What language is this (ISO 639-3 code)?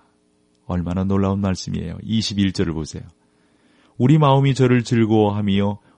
kor